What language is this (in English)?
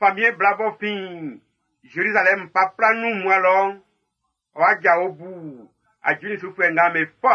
Baoulé